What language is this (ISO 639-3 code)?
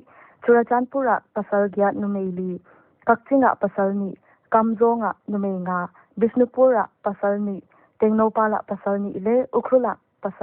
pck